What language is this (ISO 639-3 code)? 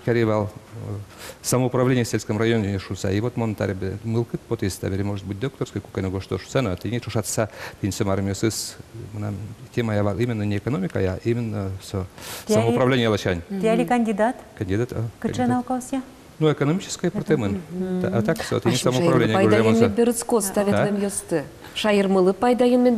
udm